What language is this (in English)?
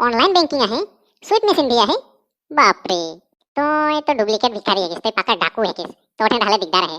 Sadri